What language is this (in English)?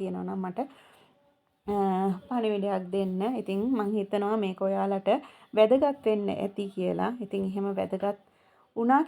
Sinhala